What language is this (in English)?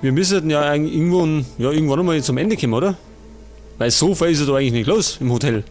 Bavarian